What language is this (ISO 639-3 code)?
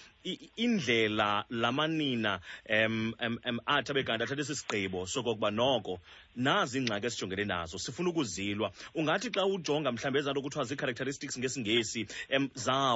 xho